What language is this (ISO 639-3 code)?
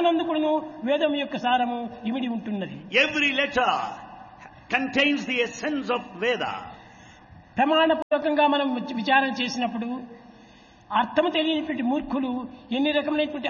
tel